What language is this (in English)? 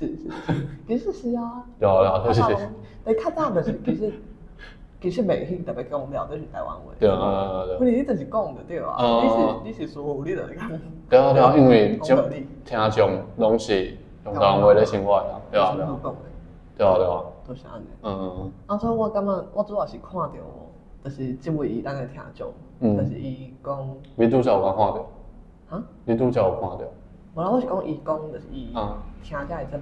Min Nan Chinese